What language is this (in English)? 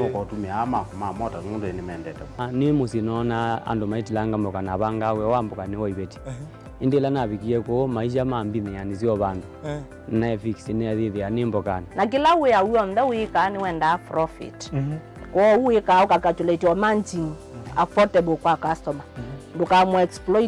Kamba